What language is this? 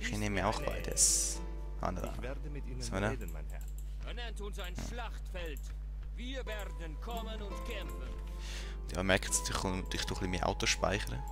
Swiss German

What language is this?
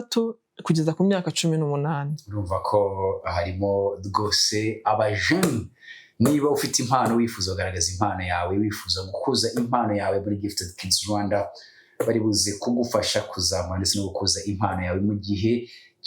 Kinyarwanda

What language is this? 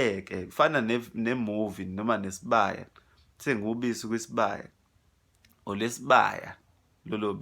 Zulu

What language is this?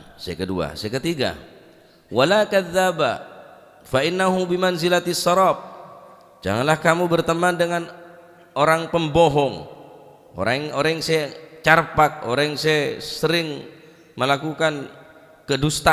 Madurese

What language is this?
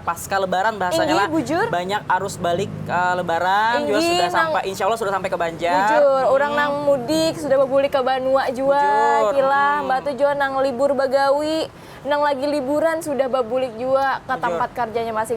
Banjar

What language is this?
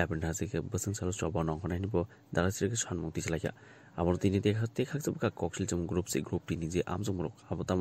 Kok Borok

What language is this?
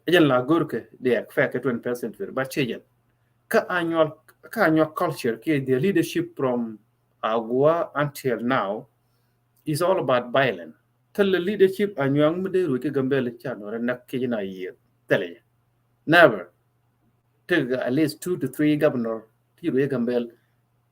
Nuer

